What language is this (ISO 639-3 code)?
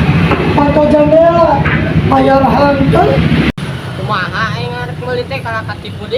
sun